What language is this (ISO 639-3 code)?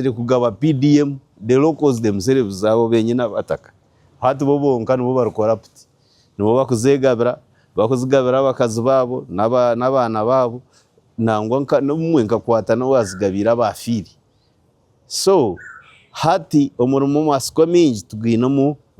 nyn